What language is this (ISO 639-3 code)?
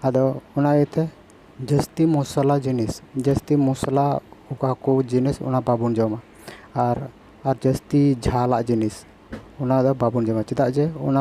sat